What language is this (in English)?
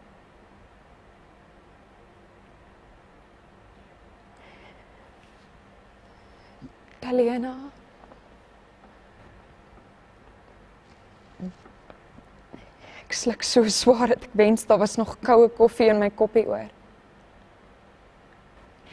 Afrikaans